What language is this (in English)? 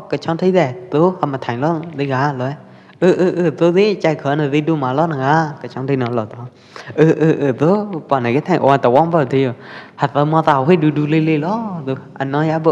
Pwo Eastern Karen